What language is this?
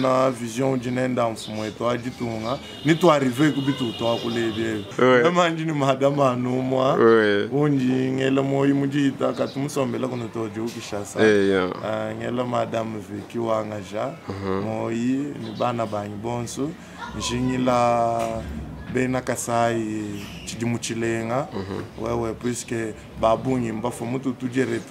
Luba-Lulua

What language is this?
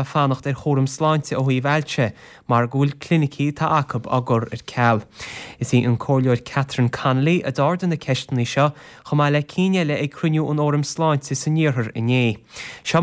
Irish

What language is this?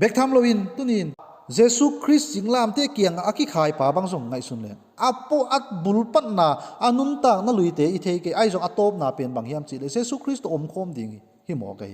Tedim Chin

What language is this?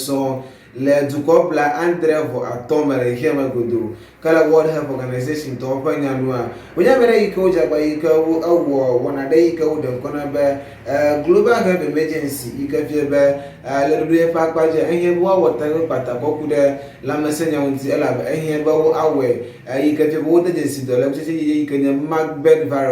Ewe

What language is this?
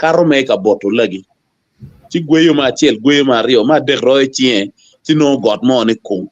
Acoli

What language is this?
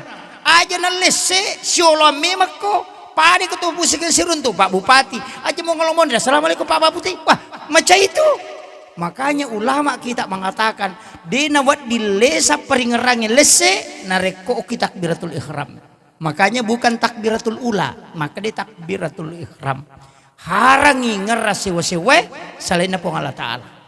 Buginese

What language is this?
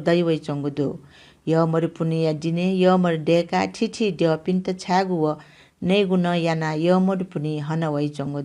Newari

